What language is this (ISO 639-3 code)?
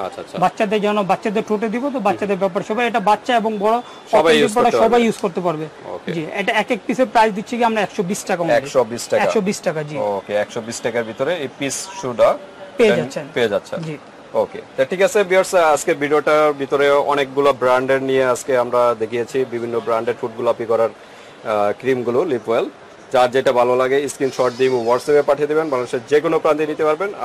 ben